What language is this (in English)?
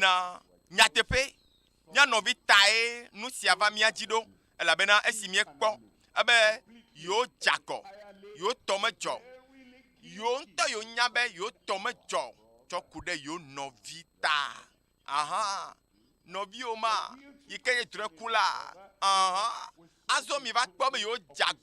Ewe